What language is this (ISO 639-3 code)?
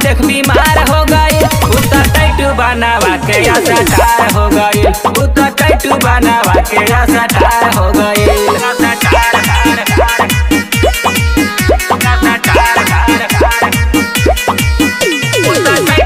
bho